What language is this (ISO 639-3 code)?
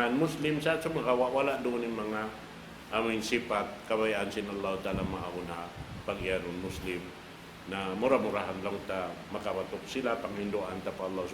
tsg